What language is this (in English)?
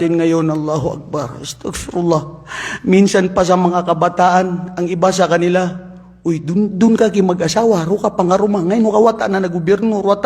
Maranao